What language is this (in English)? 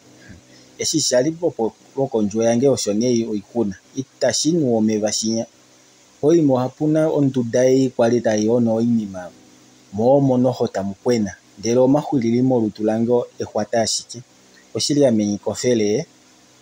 Kuanyama